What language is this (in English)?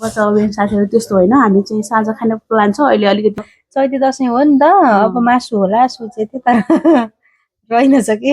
Nepali